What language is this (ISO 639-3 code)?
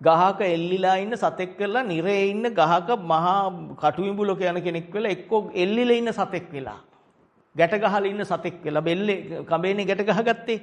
sin